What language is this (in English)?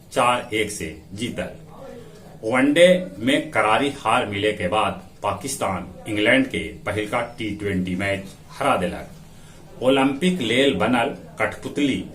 Magahi